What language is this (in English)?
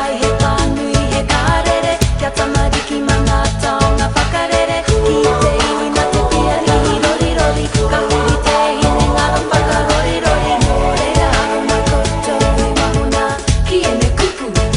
Māori